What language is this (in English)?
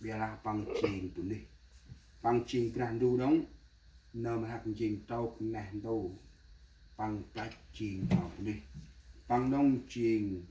Central Mnong